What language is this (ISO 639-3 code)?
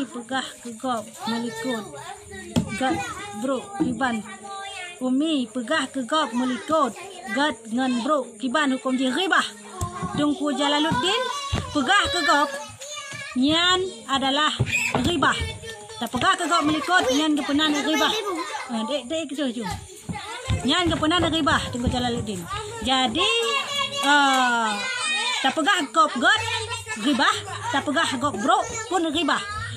ace